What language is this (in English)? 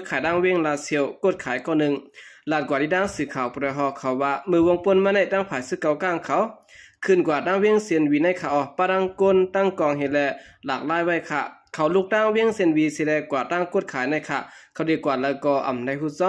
Shan